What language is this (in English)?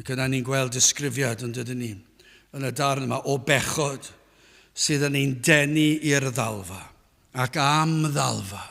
Welsh